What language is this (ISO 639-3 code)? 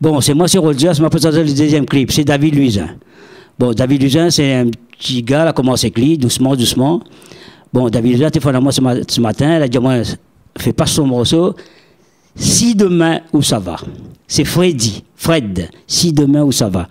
rcf